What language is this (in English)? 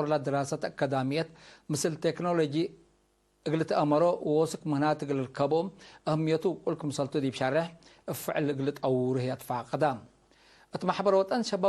Tigre